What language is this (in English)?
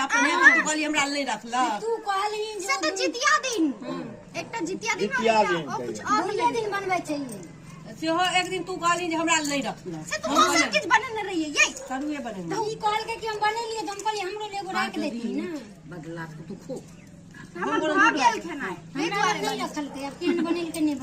Maithili